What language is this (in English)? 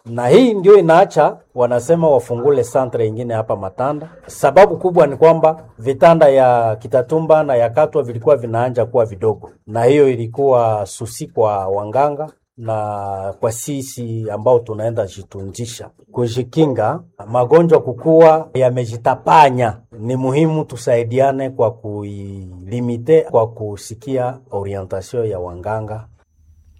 Swahili